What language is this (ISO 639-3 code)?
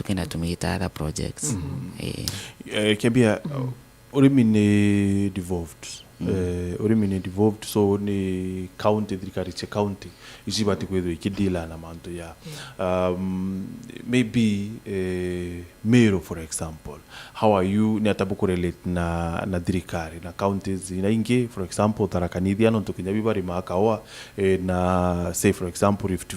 mer